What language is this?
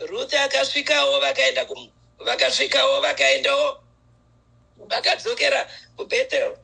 Shona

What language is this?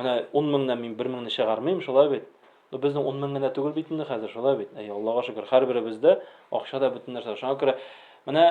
Tatar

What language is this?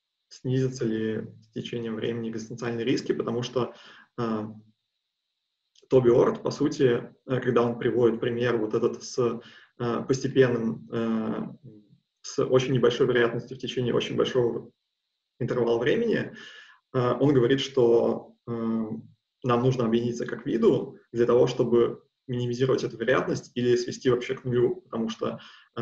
Russian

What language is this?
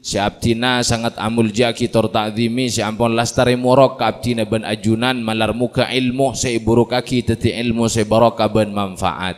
Madurese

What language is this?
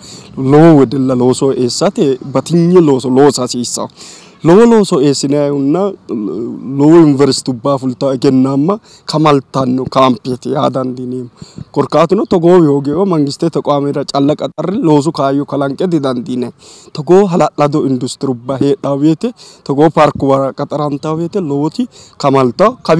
Sidamo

